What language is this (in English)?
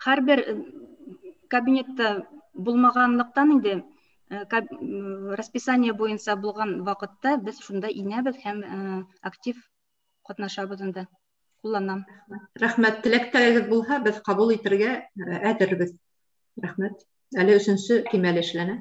Bashkir